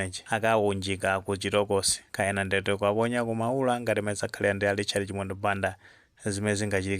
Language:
Nyanja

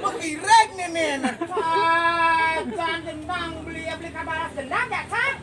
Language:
Balinese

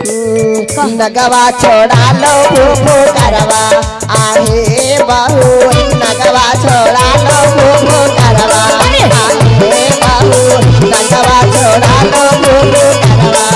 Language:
Magahi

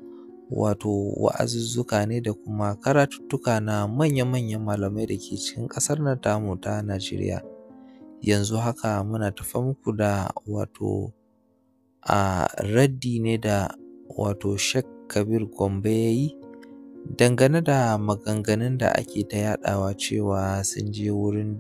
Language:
Hausa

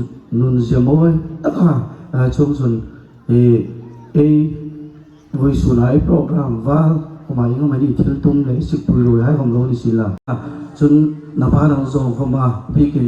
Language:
Hmar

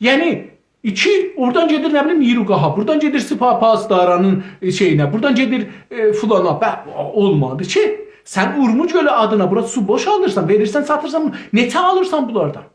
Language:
South Azerbaijani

